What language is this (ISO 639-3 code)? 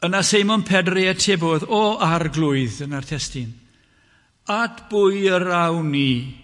cym